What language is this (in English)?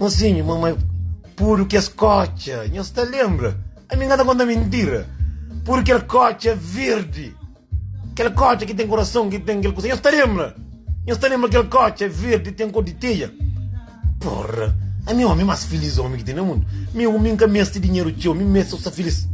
Kabuverdianu